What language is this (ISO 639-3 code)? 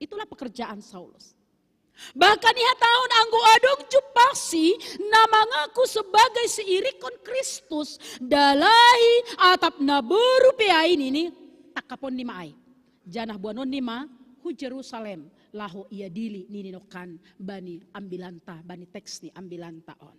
bts